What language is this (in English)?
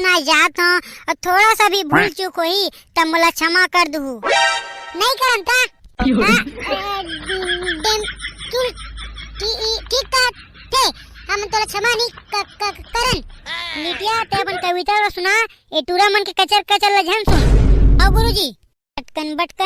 Chhattisgarhi